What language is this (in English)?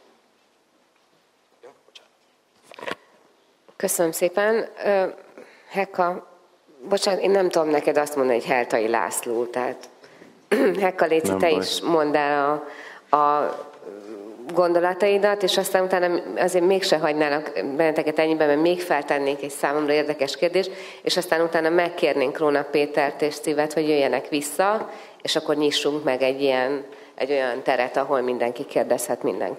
Hungarian